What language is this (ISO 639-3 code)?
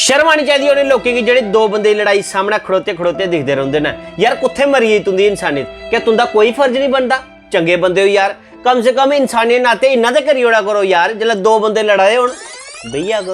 doi